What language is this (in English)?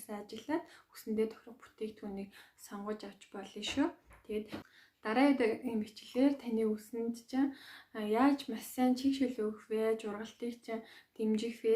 Mongolian